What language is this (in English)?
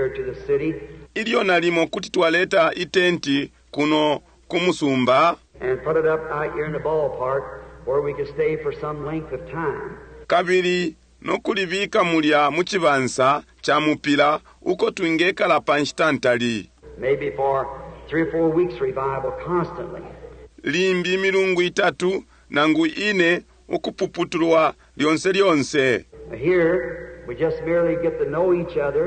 Bemba